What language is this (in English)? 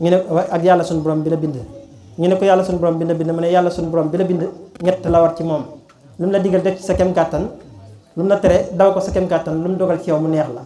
Wolof